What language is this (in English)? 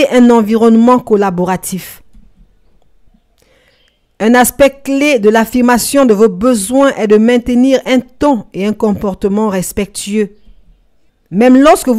French